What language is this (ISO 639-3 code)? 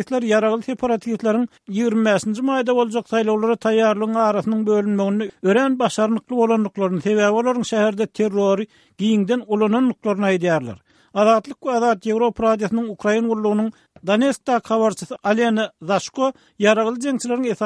tuk